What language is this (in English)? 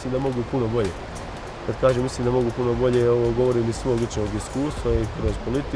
Bosnian